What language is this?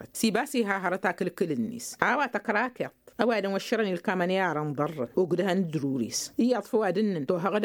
Tamasheq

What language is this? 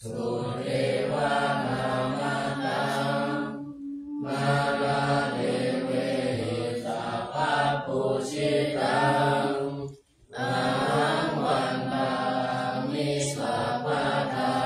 Pali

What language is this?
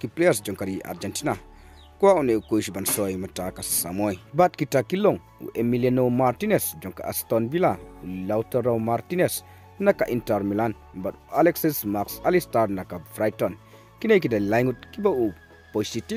Khasi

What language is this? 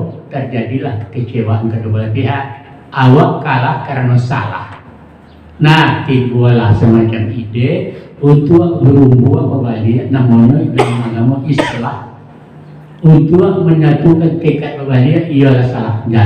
Minangkabau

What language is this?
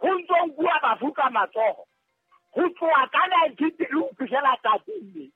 Southern Sotho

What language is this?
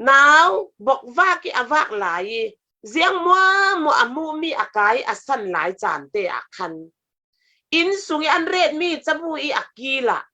Falam Chin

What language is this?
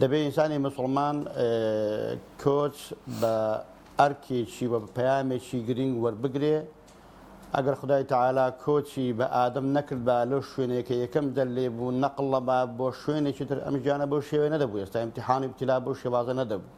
Central Kurdish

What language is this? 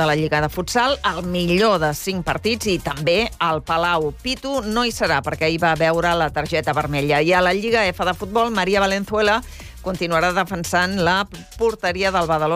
Catalan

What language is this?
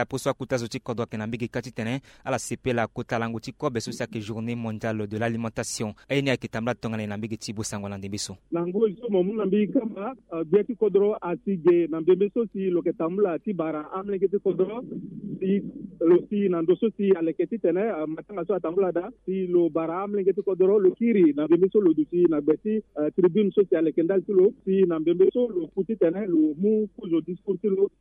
Sango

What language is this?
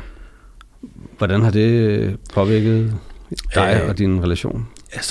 Danish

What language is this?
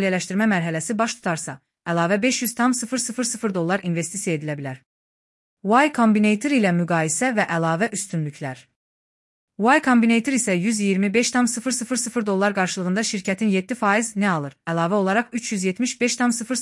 Azerbaijani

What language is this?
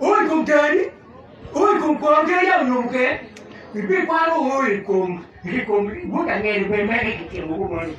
Acoli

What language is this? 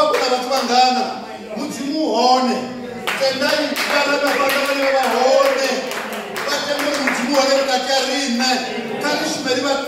Venda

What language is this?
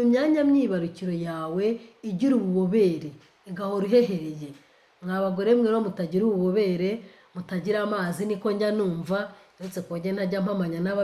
Kinyarwanda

